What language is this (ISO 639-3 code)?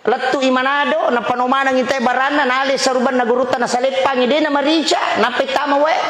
bug